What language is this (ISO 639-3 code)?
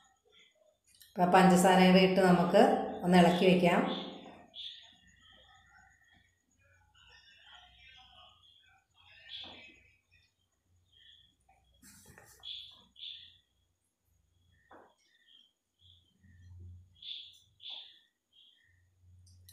mal